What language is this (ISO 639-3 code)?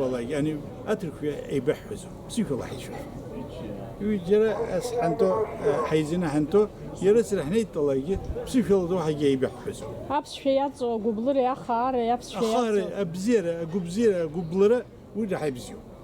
abk